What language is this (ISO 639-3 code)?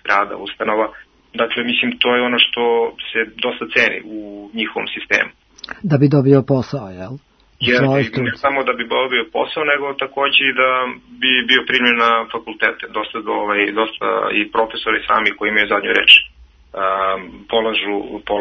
srp